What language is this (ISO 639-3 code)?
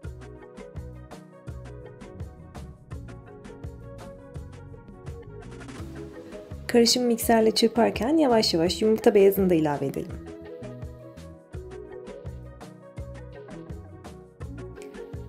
tur